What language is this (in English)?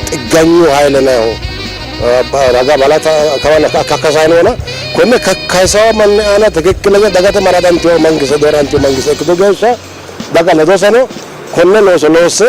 Sidamo